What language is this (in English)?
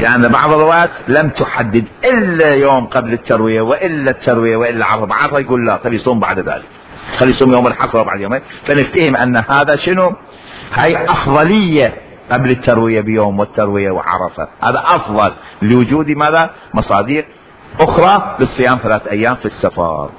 Mesopotamian Arabic